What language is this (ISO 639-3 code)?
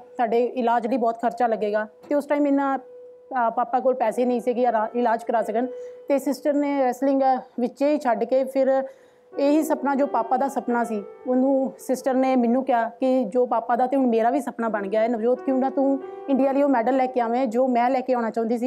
pan